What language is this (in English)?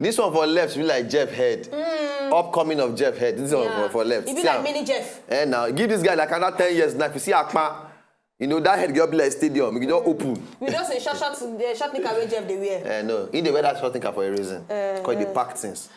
Nigerian Pidgin